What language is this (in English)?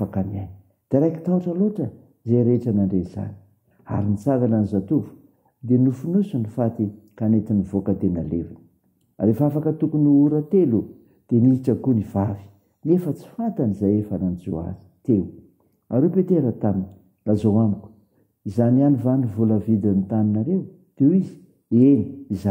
Malagasy